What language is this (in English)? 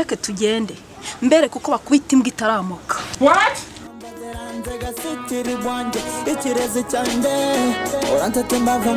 Kinyarwanda